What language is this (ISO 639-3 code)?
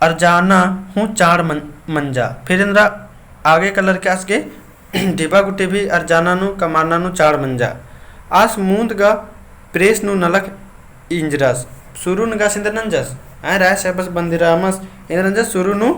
kru